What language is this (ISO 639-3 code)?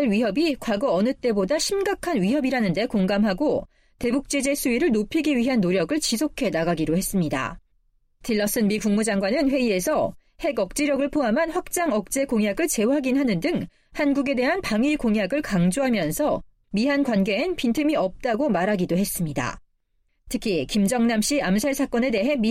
kor